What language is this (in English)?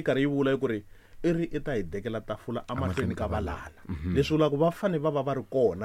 Tsonga